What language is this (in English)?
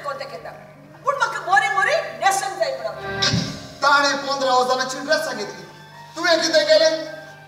Konkani